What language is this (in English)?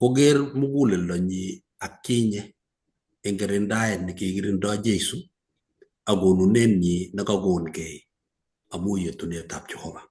Kalenjin